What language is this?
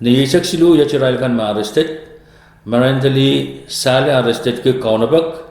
Pohnpeian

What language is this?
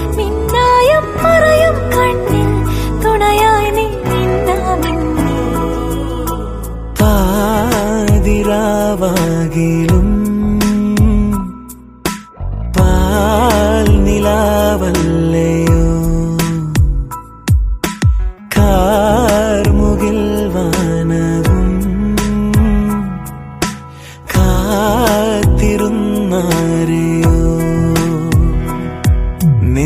Malayalam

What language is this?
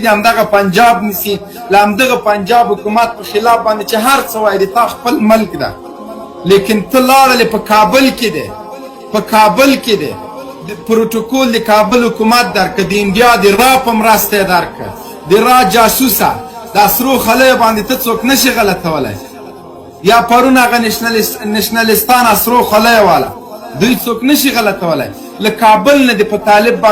Pashto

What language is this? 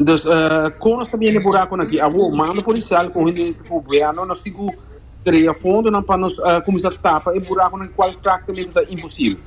Papiamento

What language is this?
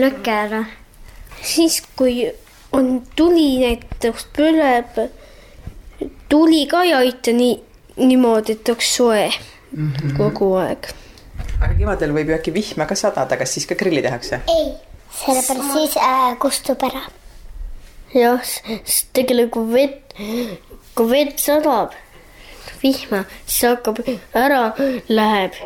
Estonian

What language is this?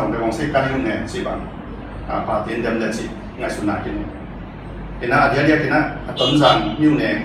Tedim Chin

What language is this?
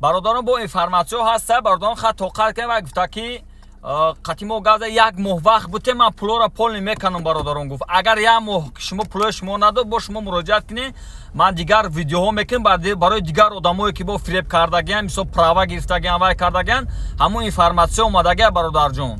Tajik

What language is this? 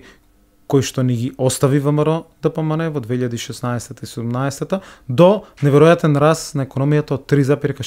Macedonian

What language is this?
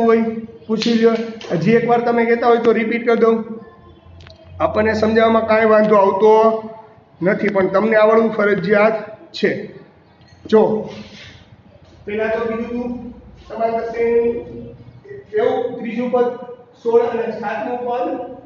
Gujarati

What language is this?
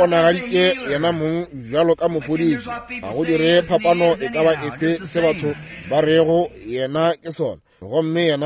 Northern Sotho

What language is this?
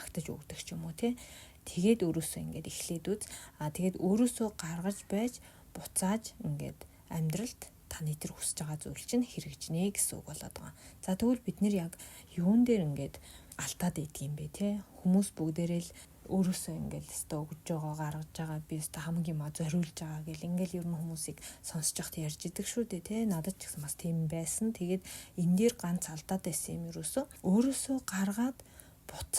Mongolian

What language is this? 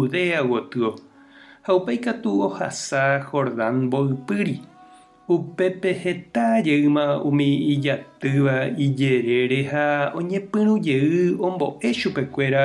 Guarani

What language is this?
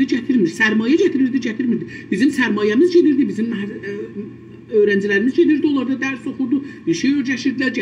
South Azerbaijani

